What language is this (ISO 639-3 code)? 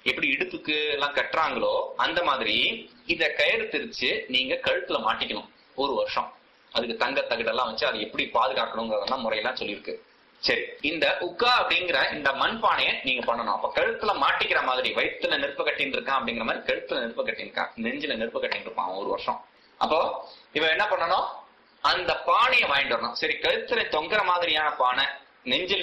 tam